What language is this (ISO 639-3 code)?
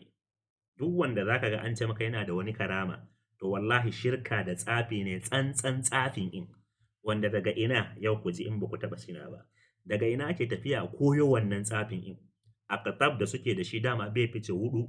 hau